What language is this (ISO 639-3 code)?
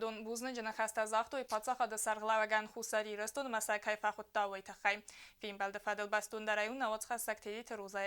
oss